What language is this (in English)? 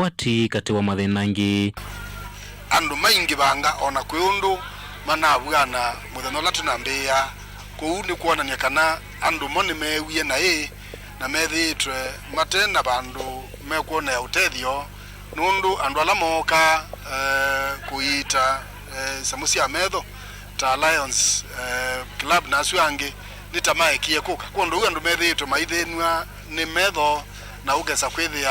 Kamba